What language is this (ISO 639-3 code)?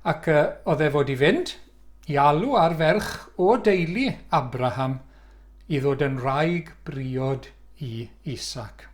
cym